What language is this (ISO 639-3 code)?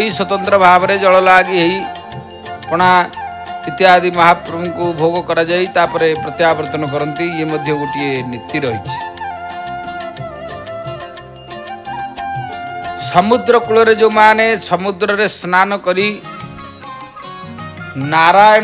ori